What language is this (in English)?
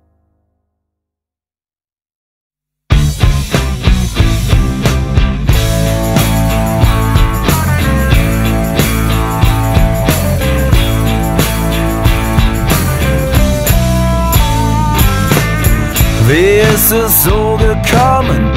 German